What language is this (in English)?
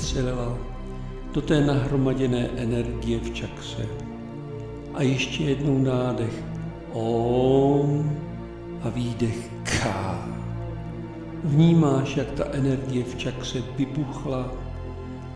Czech